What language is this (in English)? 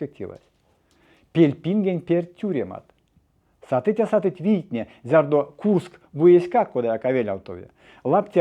Erzya